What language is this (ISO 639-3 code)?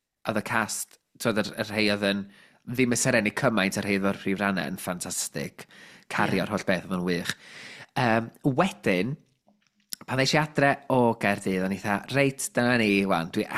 cym